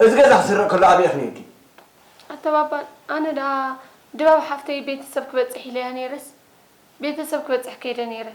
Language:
Tigrinya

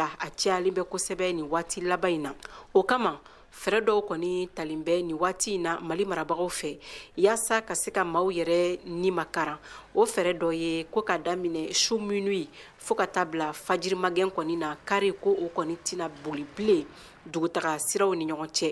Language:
Bambara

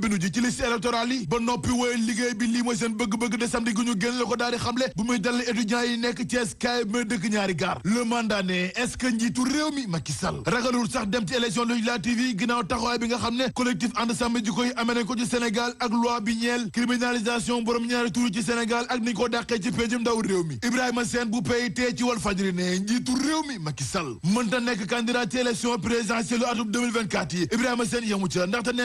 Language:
Wolof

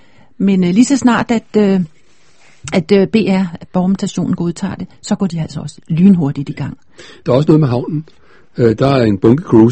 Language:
Danish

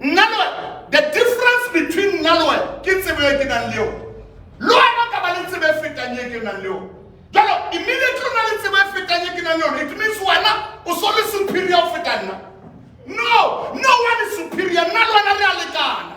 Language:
Southern Sotho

